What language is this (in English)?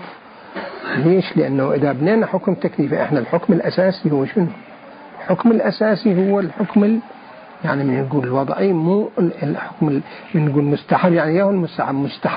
Mesopotamian Arabic